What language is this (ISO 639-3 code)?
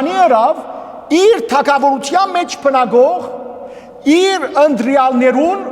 hyw